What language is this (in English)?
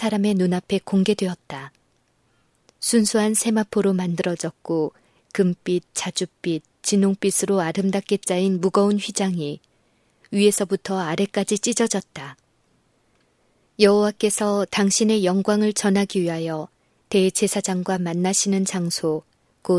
Korean